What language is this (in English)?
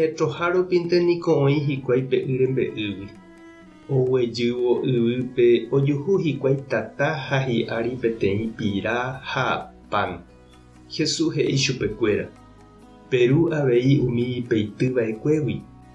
Guarani